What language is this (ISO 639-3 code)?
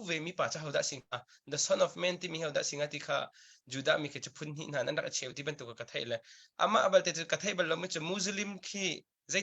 cnh